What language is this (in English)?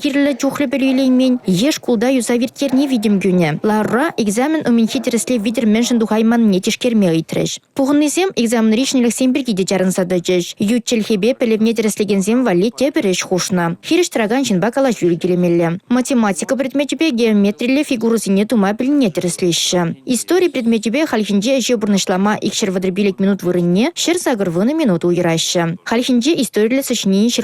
Chuvash